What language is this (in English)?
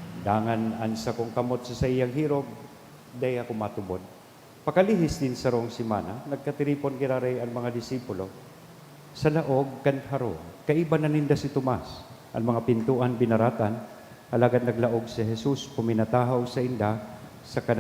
Bikol